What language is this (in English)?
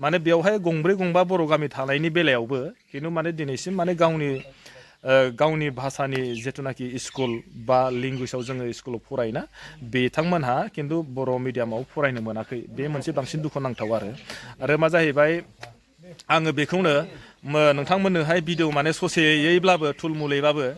Bodo